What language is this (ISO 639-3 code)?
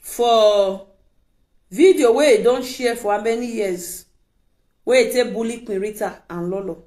pcm